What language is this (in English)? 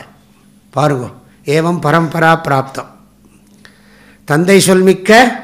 Tamil